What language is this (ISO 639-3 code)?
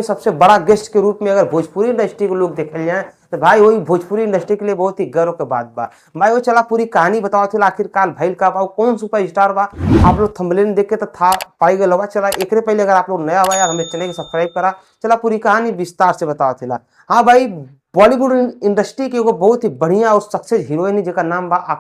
bho